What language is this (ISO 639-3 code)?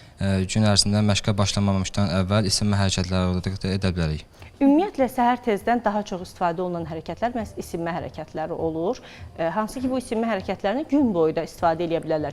aze